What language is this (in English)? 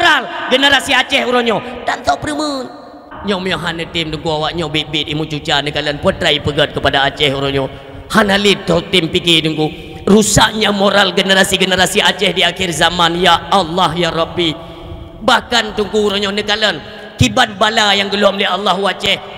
Achinese